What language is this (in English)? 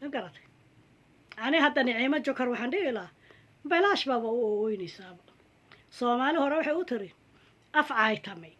Somali